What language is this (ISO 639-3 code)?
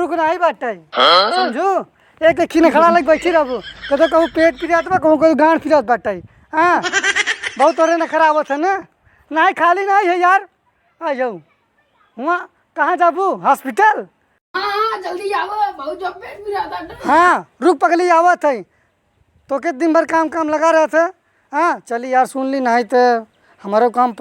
awa